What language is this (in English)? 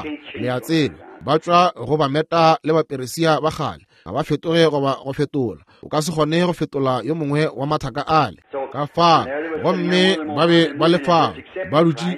Northern Sotho